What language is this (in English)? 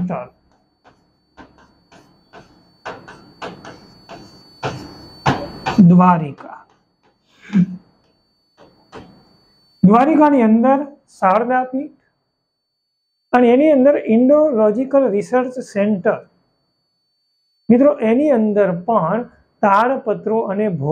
Gujarati